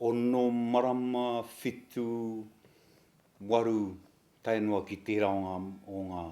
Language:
Māori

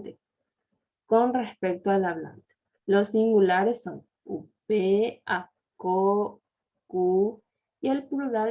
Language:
Guarani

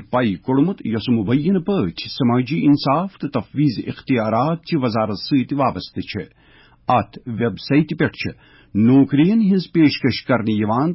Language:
Kashmiri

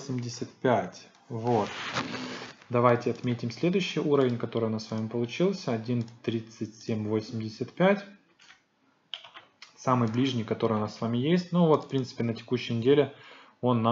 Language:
Russian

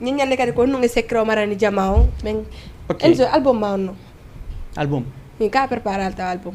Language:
Fula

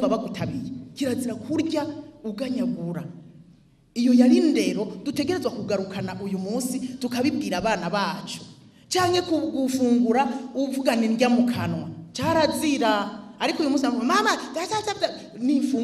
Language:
Rundi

